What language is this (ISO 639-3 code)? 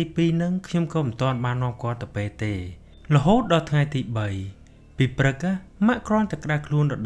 khm